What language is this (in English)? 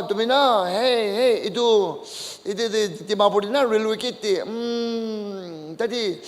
Naga Pidgin